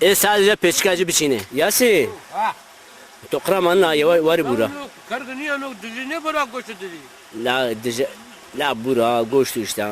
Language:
Zaza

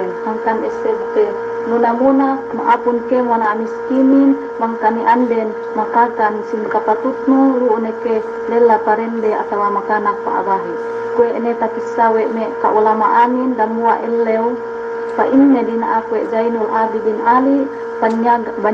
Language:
Yakan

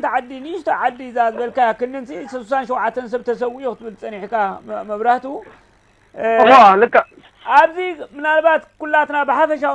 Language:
Tigrinya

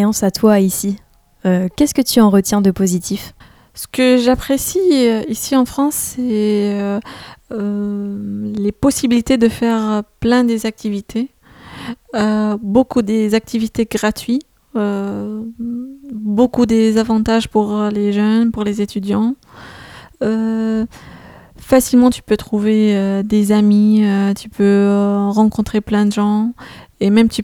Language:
French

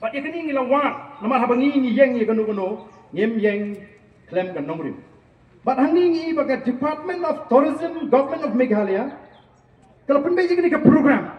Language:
Khasi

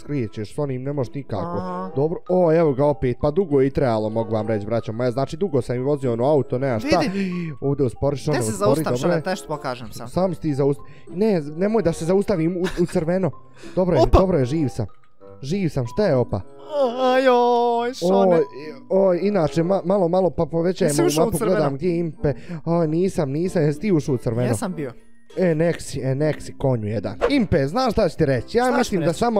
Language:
Bosnian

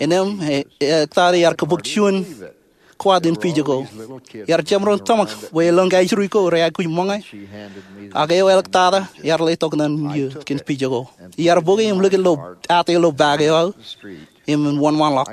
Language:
Marshallese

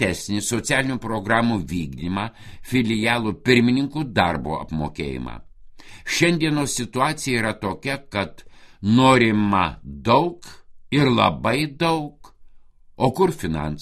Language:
Lithuanian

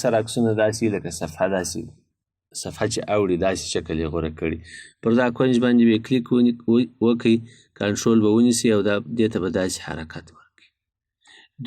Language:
Pashto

